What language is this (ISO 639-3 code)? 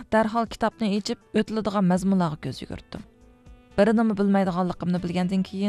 uig